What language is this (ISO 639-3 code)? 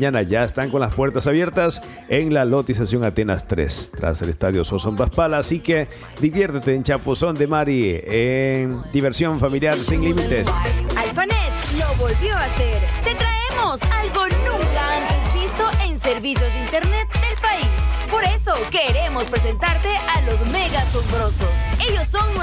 spa